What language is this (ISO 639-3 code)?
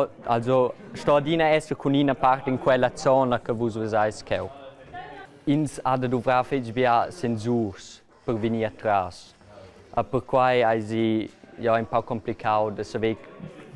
roh